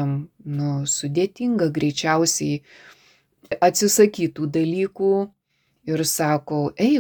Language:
Lithuanian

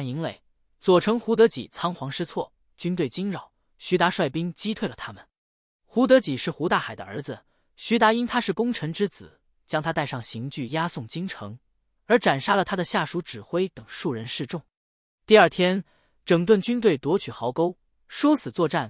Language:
Chinese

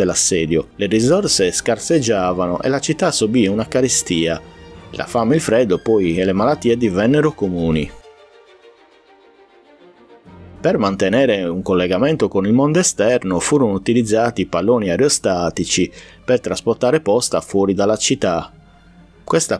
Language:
Italian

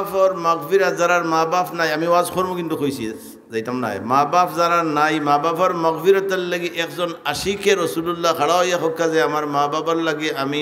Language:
Sylheti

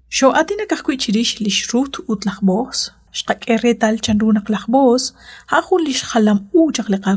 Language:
Kekchí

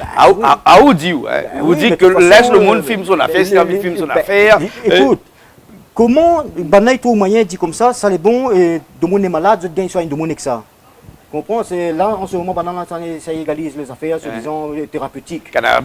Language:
Réunion Creole French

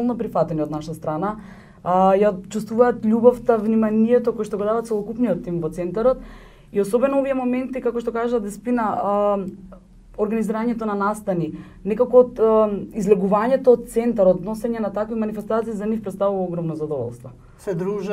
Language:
Macedonian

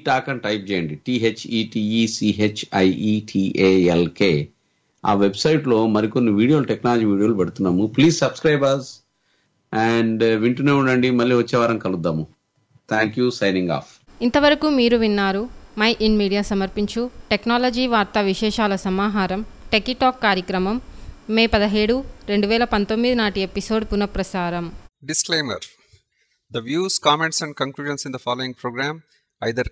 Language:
Telugu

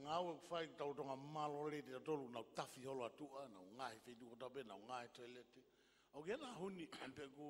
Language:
Tongan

